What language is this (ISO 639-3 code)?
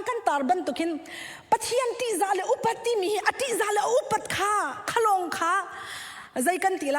cnh